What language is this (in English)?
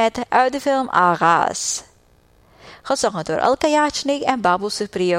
Dutch